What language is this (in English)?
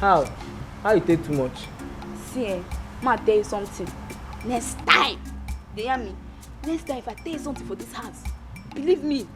Nigerian Pidgin